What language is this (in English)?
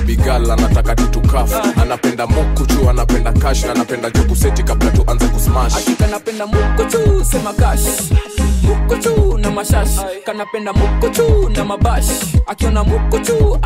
Swahili